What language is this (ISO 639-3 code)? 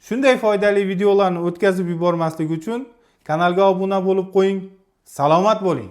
uzb